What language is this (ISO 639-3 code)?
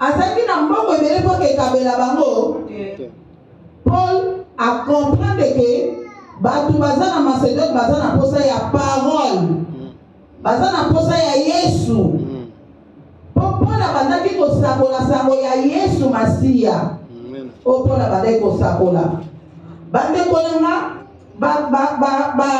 lin